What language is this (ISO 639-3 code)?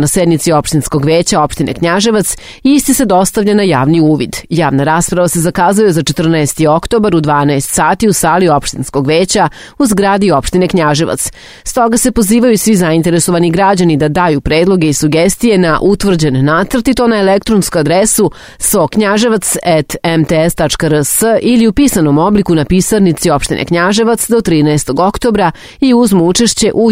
srp